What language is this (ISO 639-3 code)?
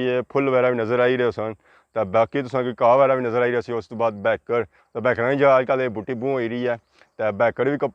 phr